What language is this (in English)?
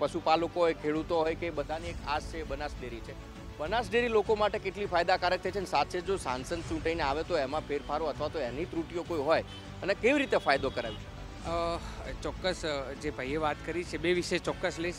Gujarati